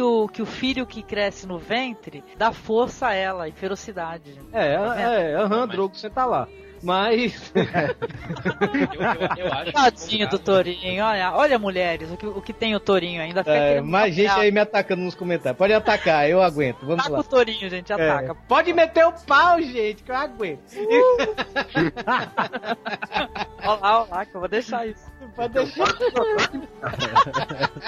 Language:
Portuguese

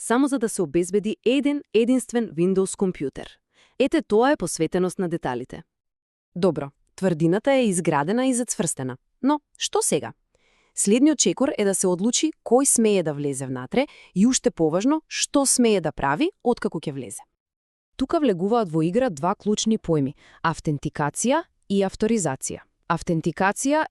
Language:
Macedonian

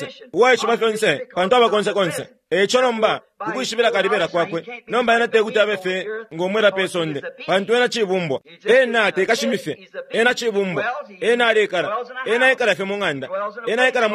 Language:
Bemba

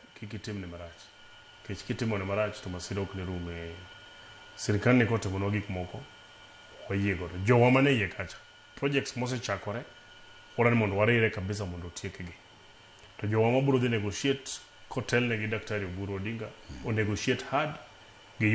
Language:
Luo (Kenya and Tanzania)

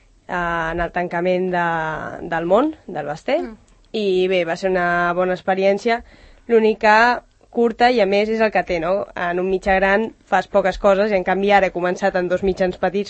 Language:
Catalan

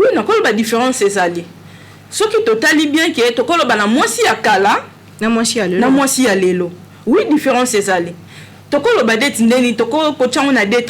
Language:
Lingala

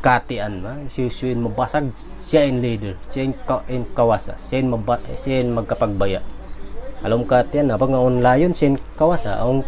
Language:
Tausug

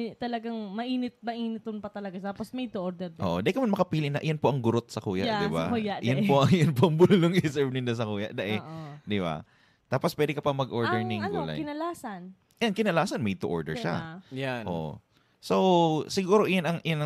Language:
Bikol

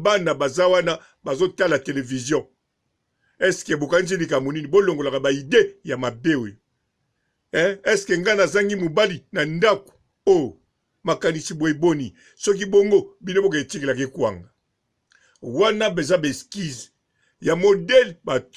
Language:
Lingala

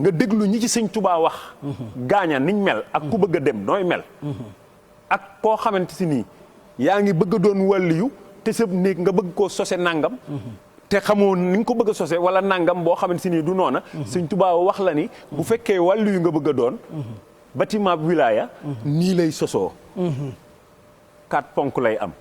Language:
Wolof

